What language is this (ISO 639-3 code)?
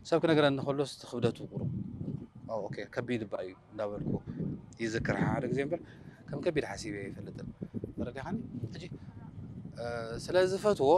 tir